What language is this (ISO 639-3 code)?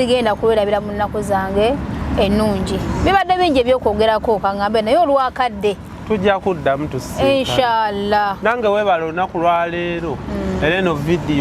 lug